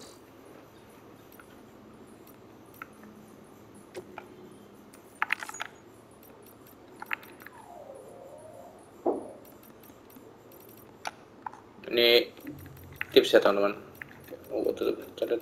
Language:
Indonesian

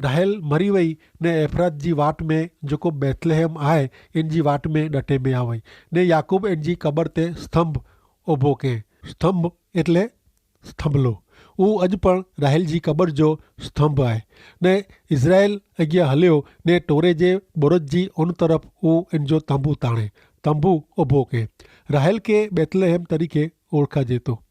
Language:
Kachhi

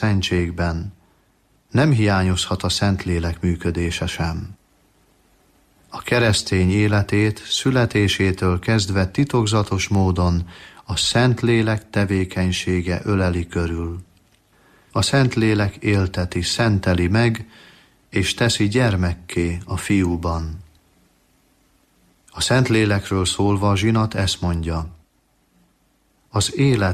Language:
Hungarian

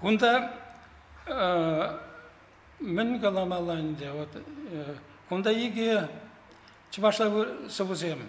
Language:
Chuvash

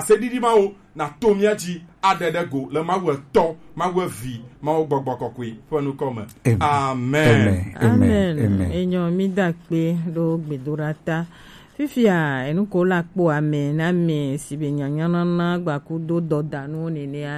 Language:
Gen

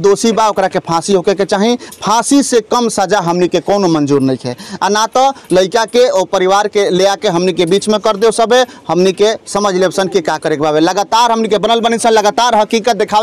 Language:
Bhojpuri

